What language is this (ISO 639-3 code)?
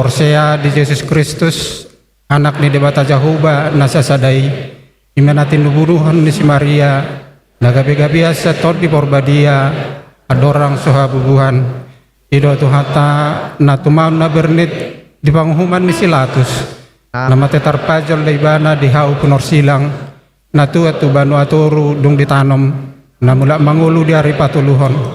bbc